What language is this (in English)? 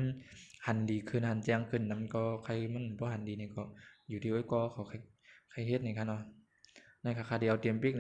Shan